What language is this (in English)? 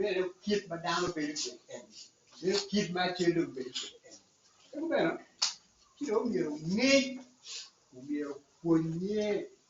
Acoli